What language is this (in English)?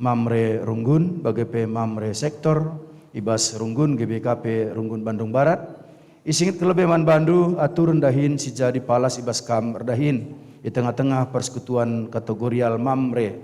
Batak Karo